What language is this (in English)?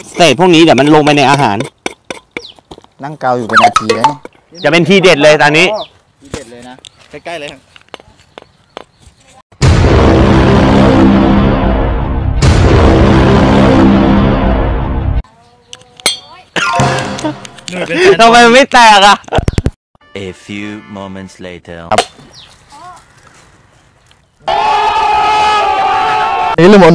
Thai